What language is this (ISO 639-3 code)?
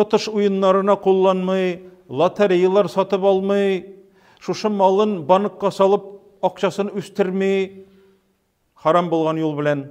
tat